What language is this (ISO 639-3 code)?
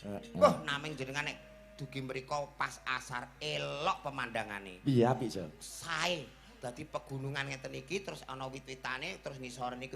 jav